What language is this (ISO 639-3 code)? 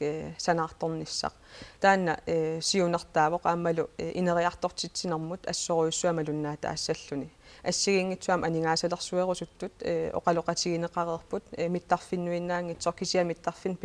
kal